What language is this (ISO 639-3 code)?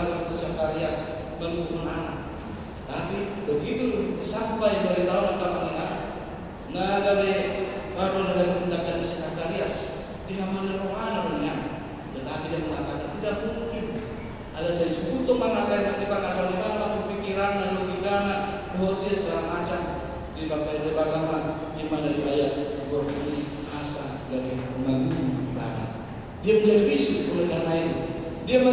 bbc